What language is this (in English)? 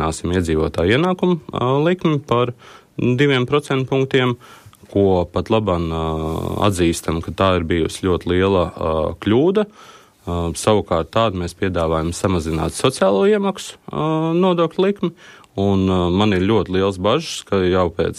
Latvian